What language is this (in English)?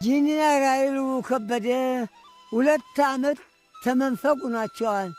Amharic